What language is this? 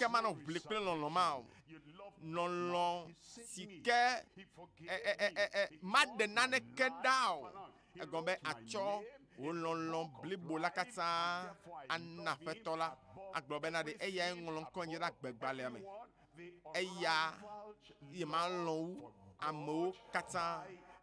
Ewe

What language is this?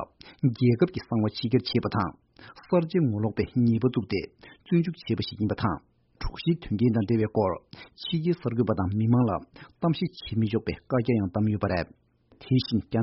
Tibetan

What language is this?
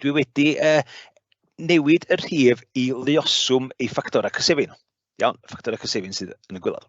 Welsh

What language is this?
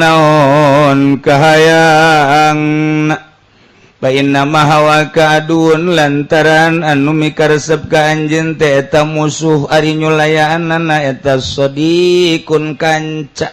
Sundanese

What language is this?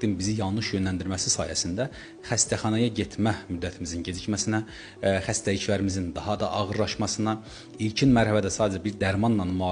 Azerbaijani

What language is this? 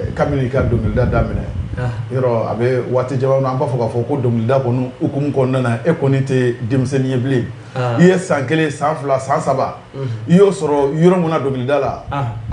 Bambara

